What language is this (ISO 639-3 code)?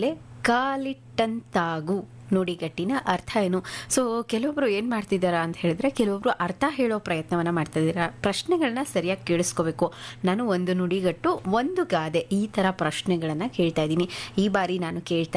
kan